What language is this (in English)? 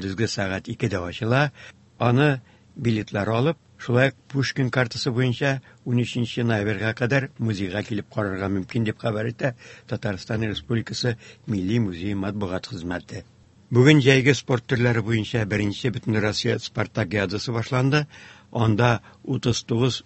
Tatar